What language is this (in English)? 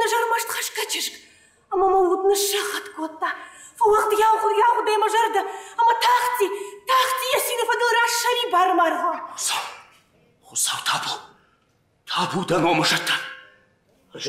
Ossetic